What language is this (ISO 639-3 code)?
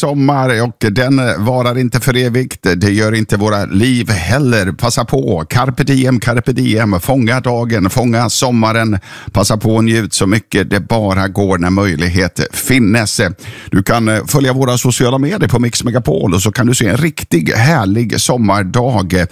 swe